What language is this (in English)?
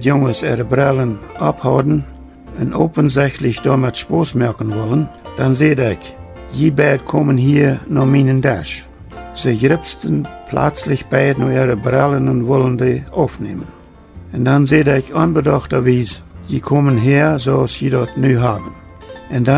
Plautdietsch